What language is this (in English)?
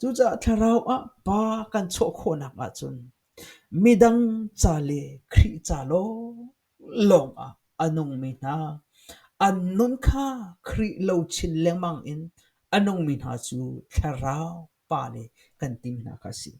Hakha Chin